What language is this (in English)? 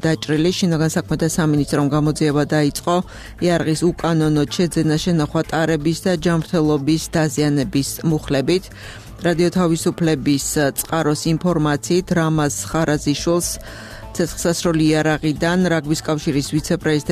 Georgian